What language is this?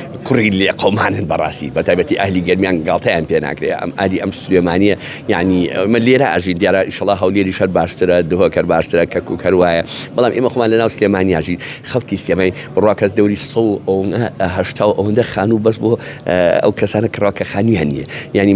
Central Kurdish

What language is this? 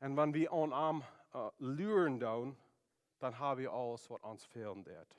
Plautdietsch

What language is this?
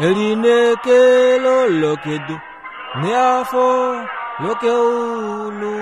Kuanyama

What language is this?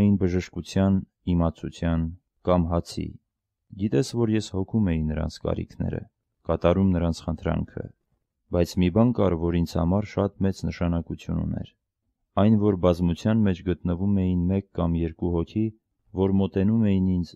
Armenian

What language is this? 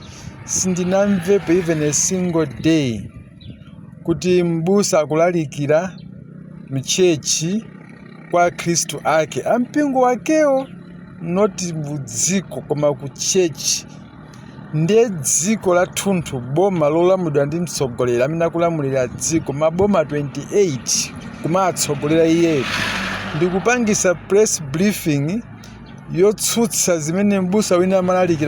Nyanja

